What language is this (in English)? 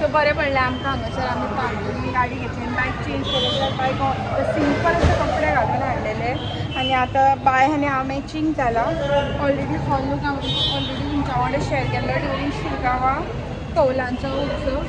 Konkani